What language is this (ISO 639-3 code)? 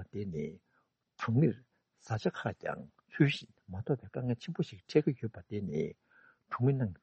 bod